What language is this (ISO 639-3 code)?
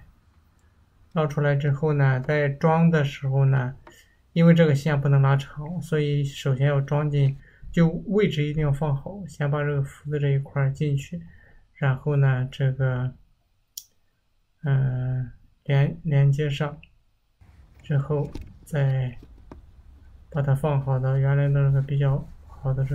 zho